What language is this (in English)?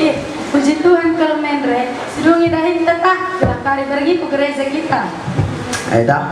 Batak Karo